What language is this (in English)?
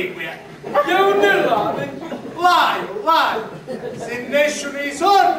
Sicilian